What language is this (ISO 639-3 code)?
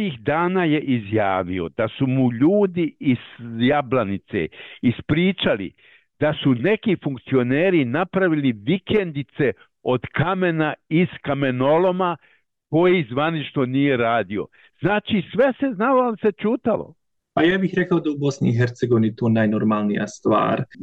bos